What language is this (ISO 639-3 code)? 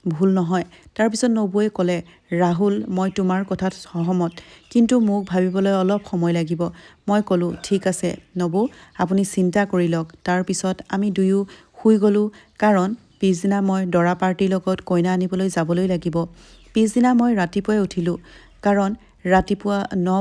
asm